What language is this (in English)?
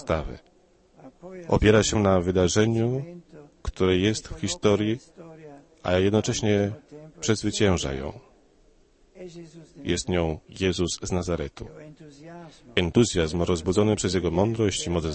Polish